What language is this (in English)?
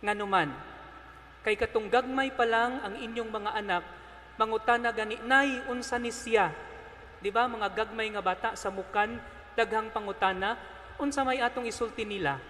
Cebuano